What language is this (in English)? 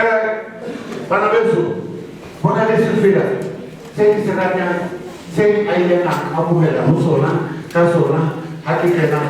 Southern Sotho